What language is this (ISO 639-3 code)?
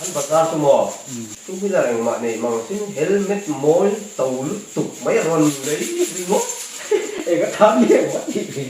lus